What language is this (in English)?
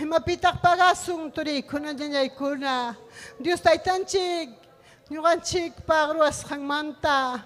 Ayacucho Quechua